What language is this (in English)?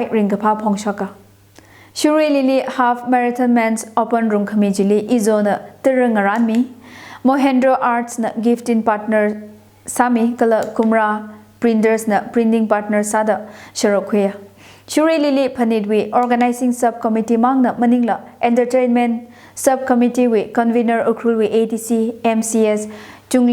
Tangkhul Naga (India)